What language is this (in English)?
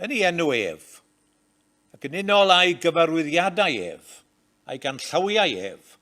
Welsh